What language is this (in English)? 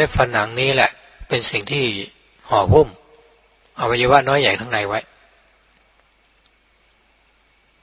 Thai